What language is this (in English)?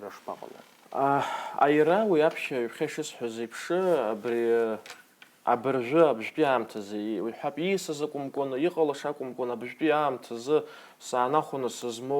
Abkhazian